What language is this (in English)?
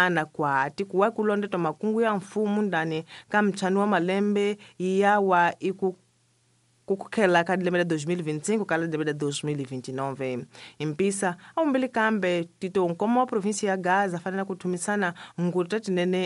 Tsonga